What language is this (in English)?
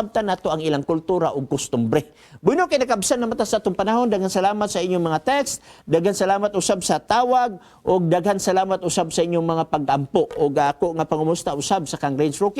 Cebuano